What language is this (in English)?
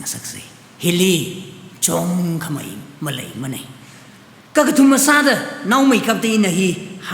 Tangkhul Naga (India)